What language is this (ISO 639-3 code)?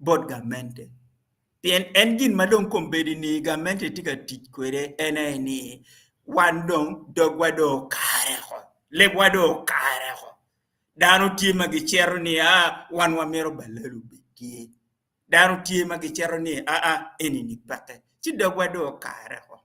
ach